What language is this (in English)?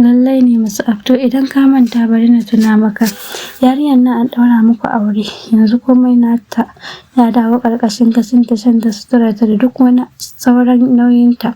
Hausa